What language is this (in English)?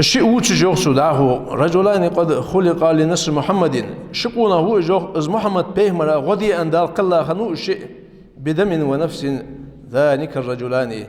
Ingush